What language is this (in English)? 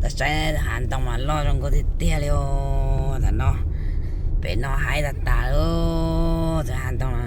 Hmong